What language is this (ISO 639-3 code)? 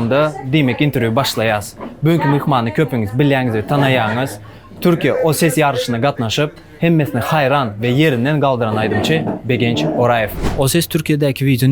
tuk